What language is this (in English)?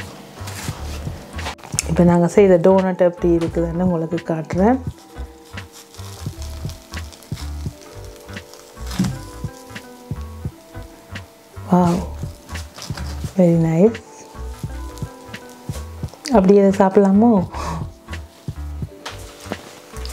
Tamil